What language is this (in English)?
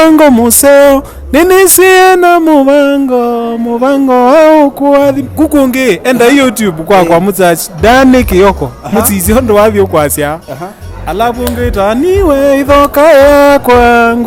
Kamba